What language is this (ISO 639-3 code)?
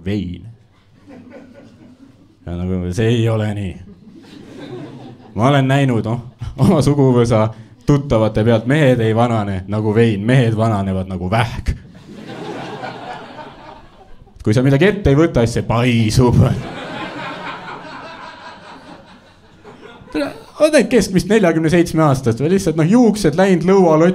est